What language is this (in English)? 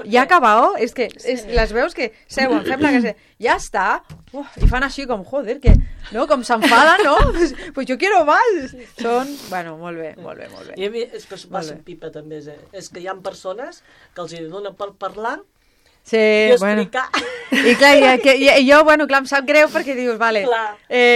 Catalan